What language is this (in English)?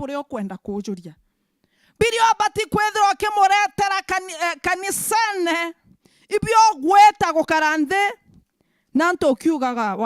Meru